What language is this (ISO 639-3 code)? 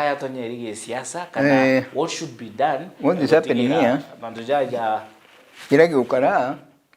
mer